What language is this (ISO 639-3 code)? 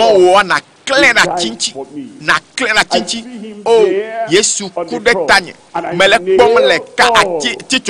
ewe